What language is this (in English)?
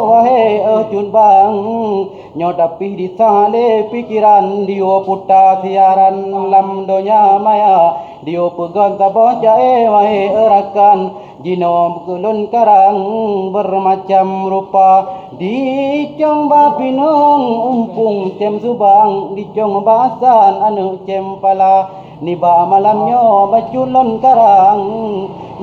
Achinese